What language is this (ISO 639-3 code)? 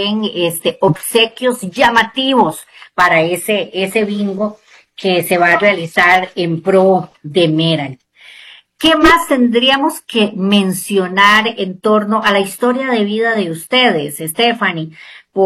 spa